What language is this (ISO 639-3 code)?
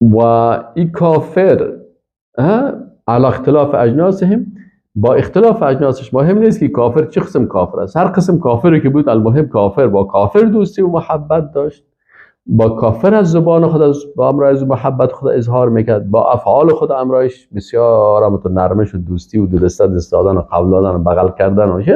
fas